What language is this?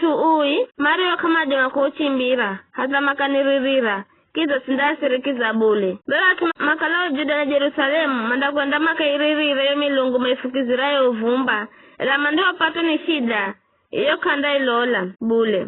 Giryama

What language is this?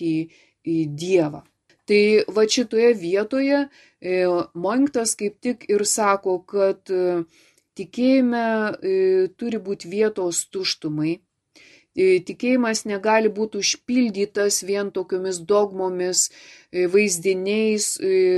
Lithuanian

